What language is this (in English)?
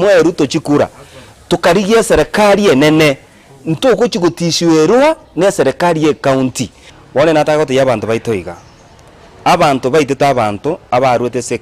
Gusii